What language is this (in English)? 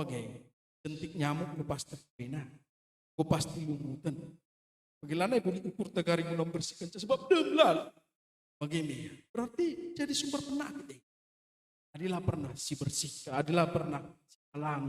Batak Karo